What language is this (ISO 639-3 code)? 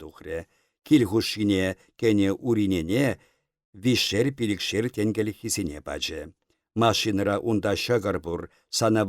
chv